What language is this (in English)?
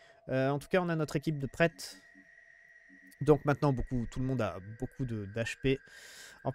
French